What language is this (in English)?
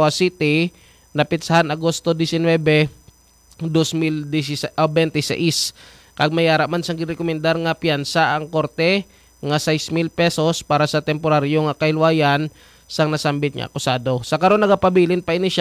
Hiligaynon